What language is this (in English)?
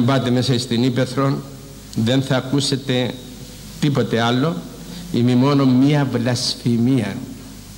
Greek